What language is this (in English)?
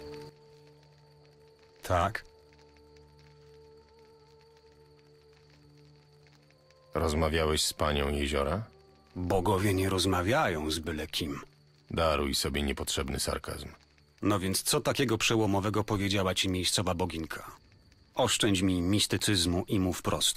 Polish